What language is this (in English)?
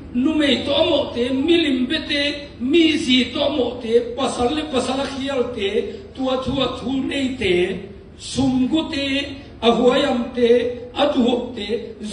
Tedim Chin